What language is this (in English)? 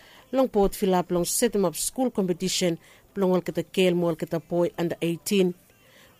Bislama